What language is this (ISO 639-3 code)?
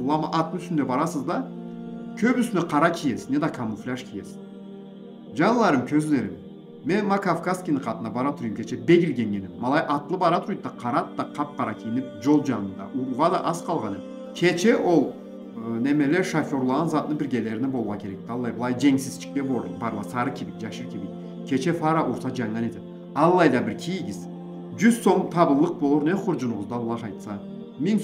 krc